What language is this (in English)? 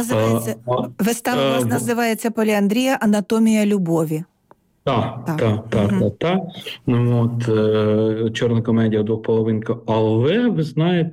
Ukrainian